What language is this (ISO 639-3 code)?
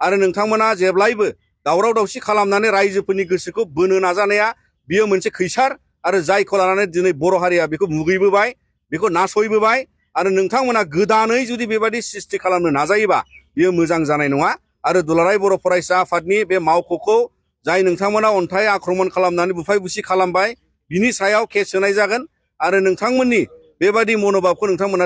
brx